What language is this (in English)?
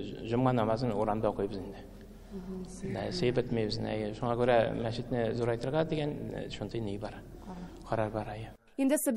Tatar